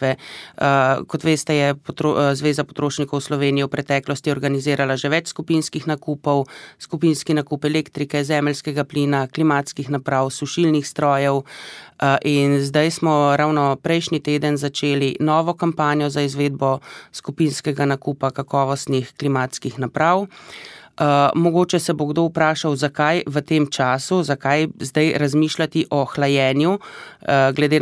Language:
Slovenian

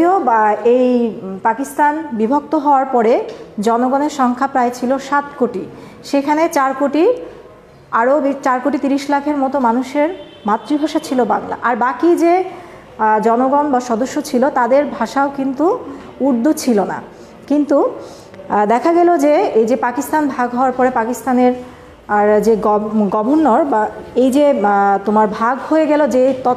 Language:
Bangla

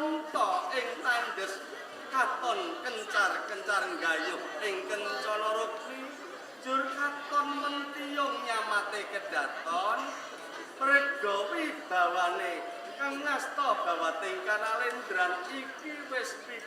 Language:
Javanese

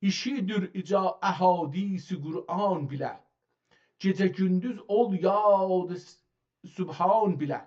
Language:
South Azerbaijani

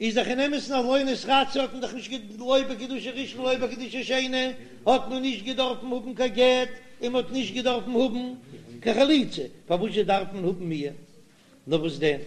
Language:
Yiddish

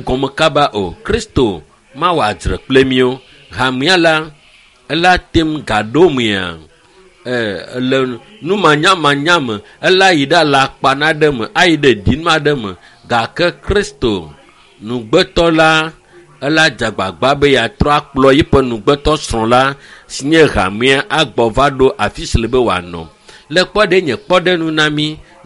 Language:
Ewe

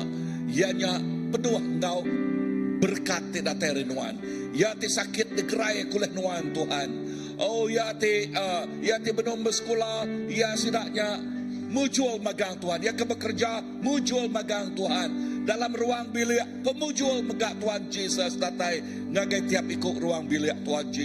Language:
Iban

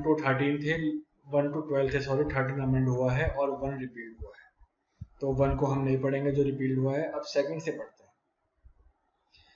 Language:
Hindi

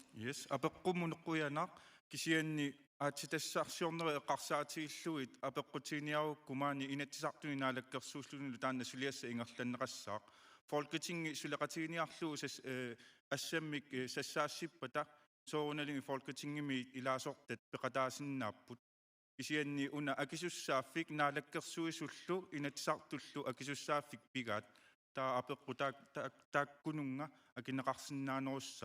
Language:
Kalaallisut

